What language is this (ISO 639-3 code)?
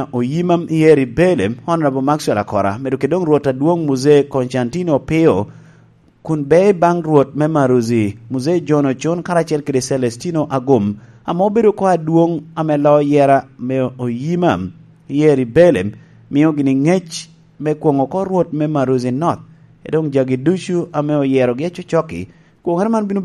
laj